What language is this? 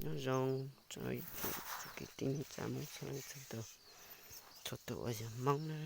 Hmong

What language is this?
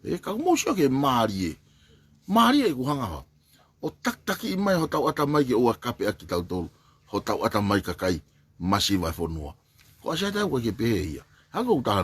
Tongan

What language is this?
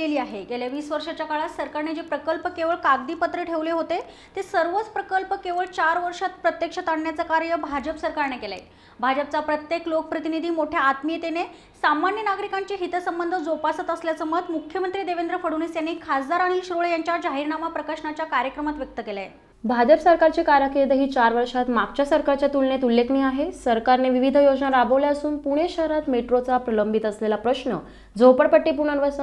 Marathi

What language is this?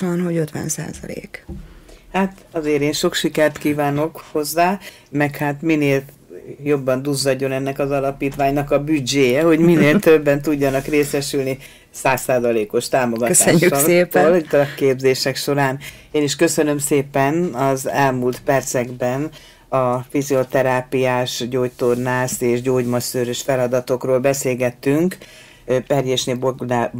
Hungarian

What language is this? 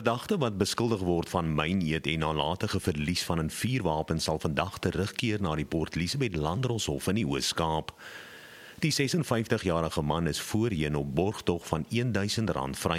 Afrikaans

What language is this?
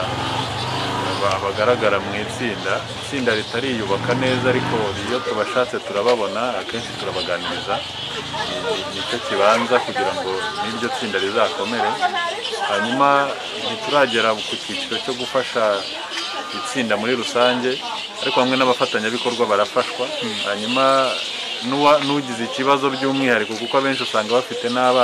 Kinyarwanda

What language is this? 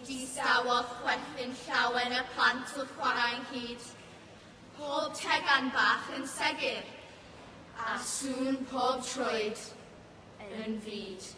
Welsh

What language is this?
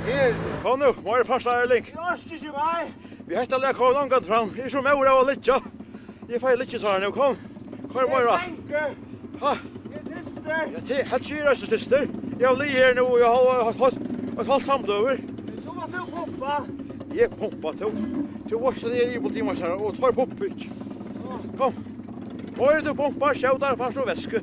Faroese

